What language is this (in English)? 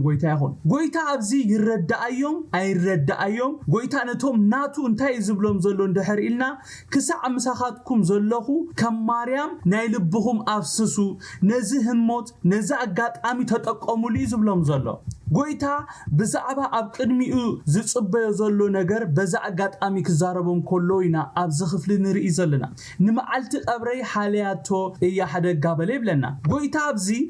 Tigrinya